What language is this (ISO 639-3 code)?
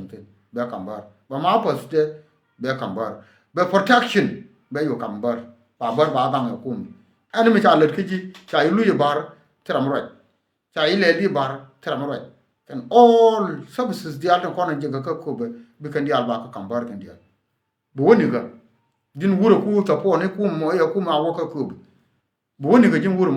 nus